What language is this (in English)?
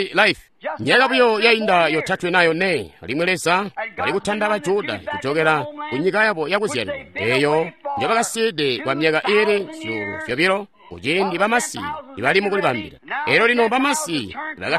Tonga (Zambia)